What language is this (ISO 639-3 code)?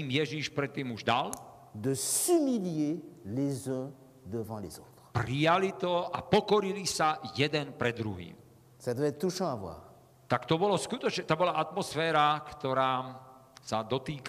slk